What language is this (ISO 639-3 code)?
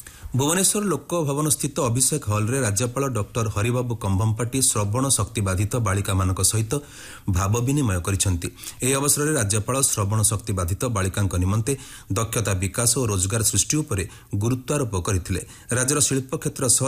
ori